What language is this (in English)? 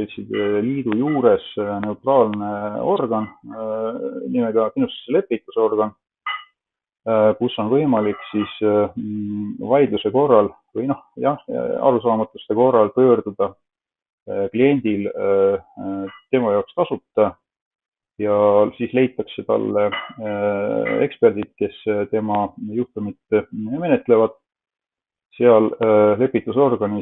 Estonian